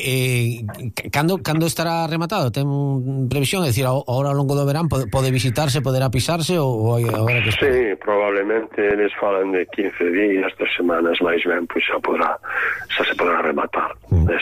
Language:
Galician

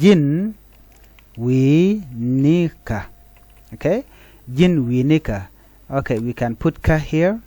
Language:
Nuer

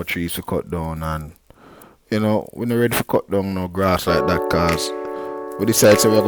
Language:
Jamaican Creole English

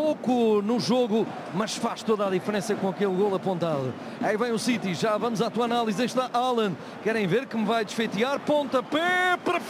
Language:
Portuguese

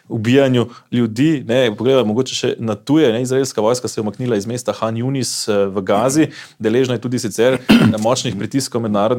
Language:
Slovenian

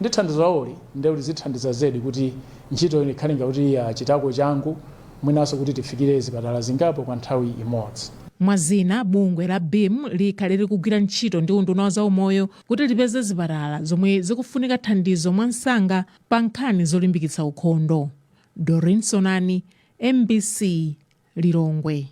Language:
Nyanja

